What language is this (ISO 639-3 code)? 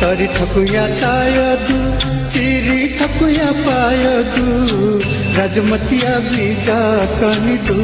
new